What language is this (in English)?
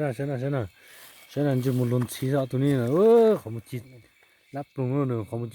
Hmong